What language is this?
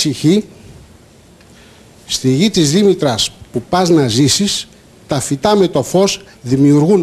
Greek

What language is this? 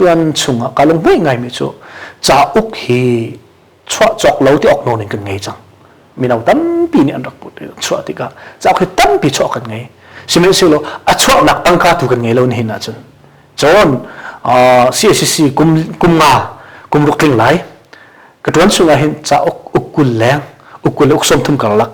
Hakha Chin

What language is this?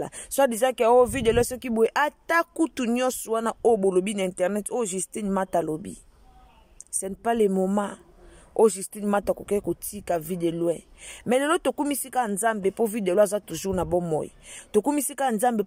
Lingala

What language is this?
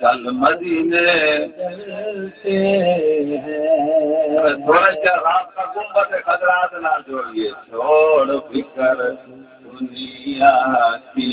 Saraiki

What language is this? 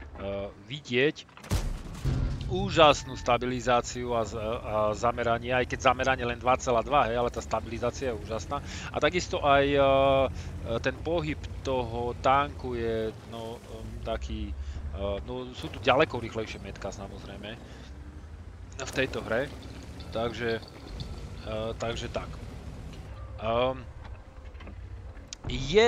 Slovak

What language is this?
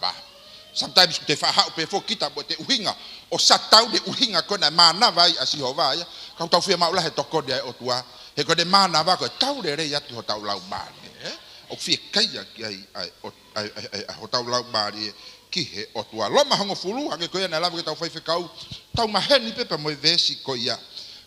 Tongan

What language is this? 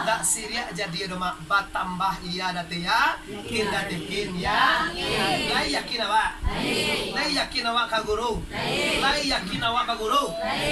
Minangkabau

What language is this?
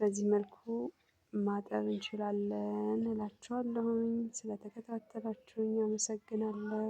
Amharic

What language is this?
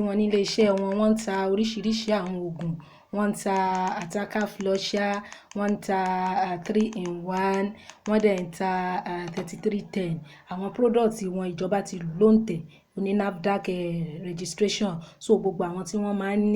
Yoruba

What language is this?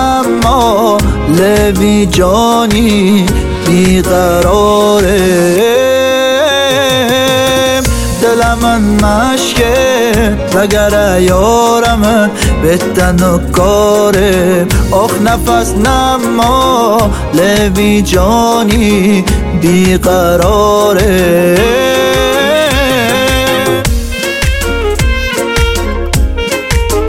Persian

